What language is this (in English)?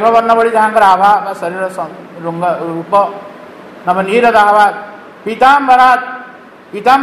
Odia